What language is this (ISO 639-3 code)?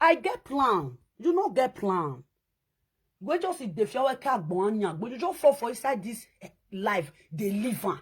pcm